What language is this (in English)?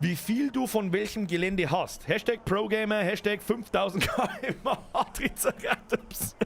Bavarian